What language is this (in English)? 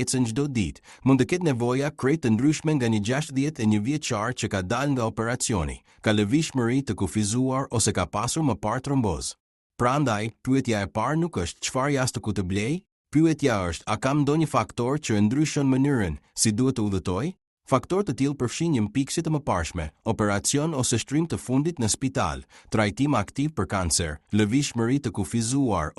Albanian